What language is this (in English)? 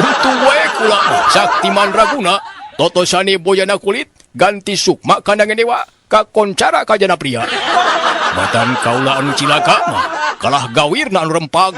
Sundanese